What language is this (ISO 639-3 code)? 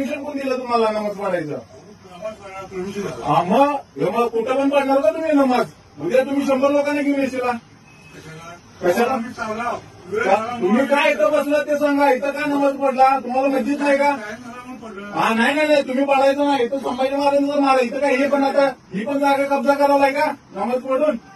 mar